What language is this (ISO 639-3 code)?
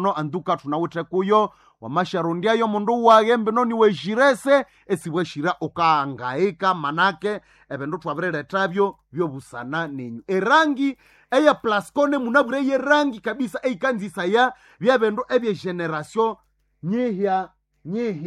nnb